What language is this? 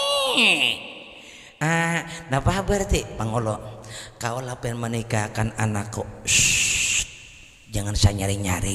Banjar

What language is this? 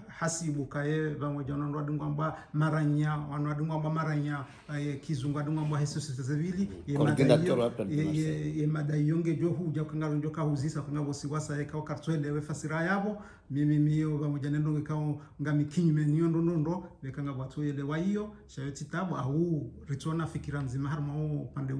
Ngazidja Comorian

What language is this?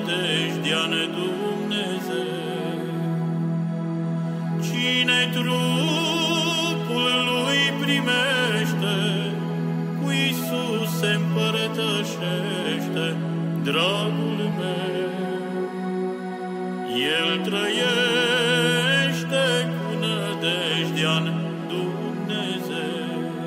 Romanian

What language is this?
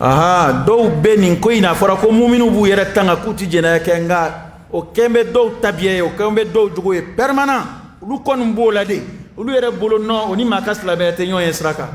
Dyula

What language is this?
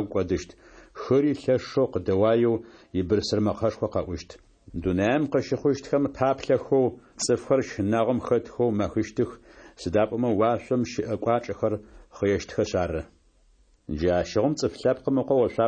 Adyghe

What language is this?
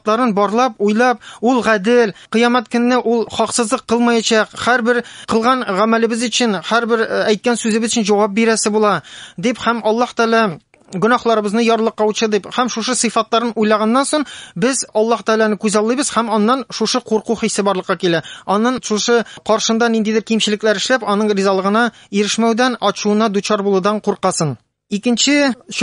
Tatar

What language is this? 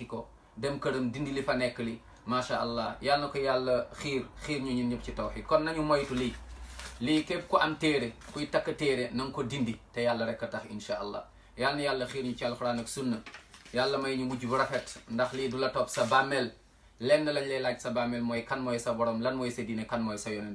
Wolof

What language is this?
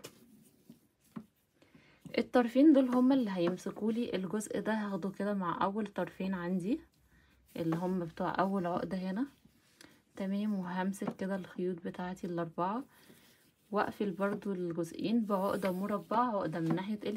Egyptian Arabic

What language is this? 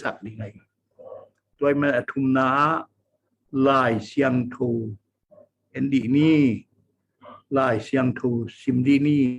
Tedim Chin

